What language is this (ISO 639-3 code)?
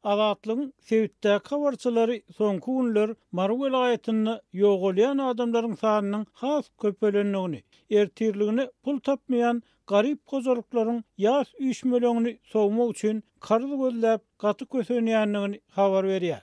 tuk